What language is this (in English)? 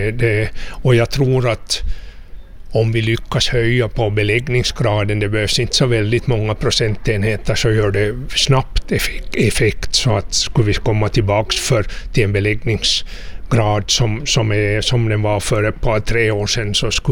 Swedish